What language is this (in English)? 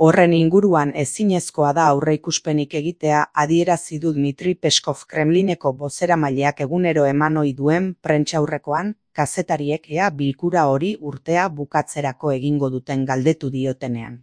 Basque